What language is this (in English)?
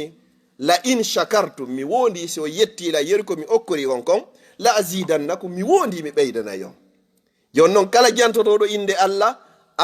Fula